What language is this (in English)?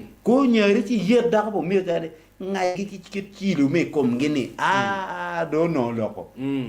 Acoli